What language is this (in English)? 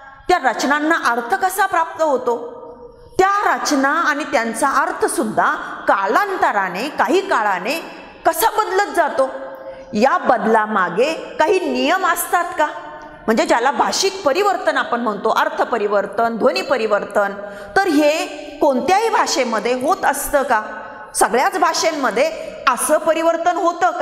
Marathi